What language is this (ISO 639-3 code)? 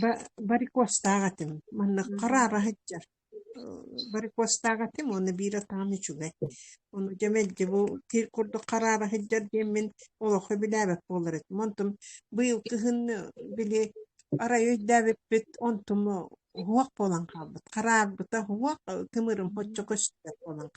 sah